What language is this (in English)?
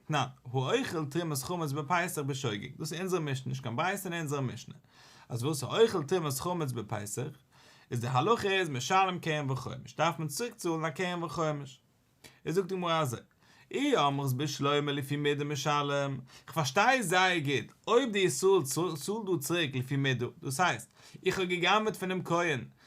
Yiddish